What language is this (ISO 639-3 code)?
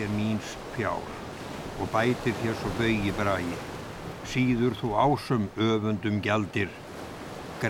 isl